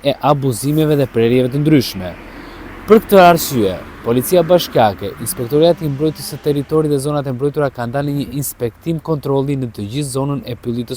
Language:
Albanian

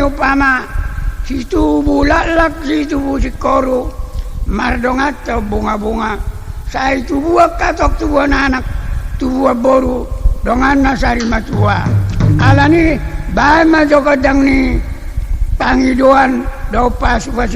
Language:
Batak Toba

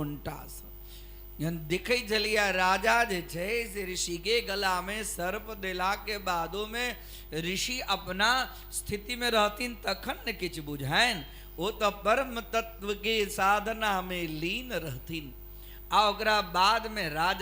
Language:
Maithili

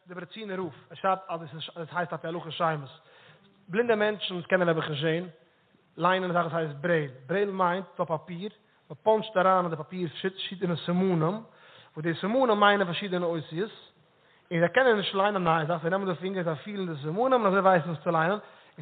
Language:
Yiddish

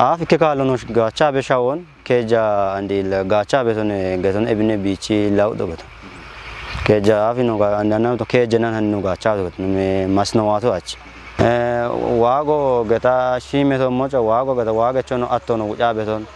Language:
Kafa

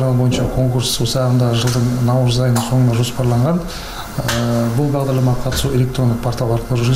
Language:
Kazakh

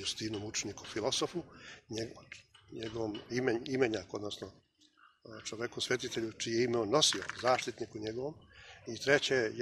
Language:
Serbian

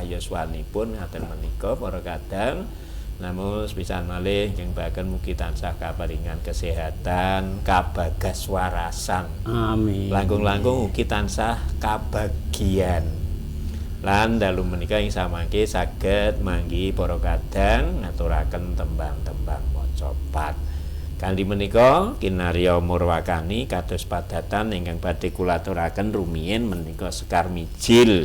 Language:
Javanese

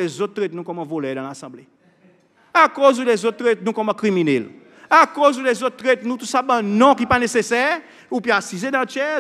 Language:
Seselwa Creole French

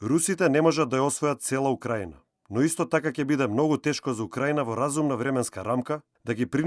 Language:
Macedonian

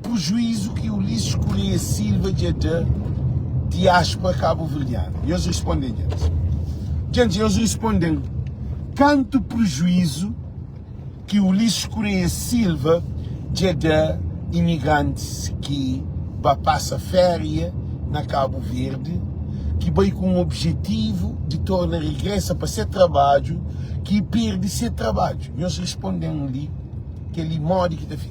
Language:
Kabuverdianu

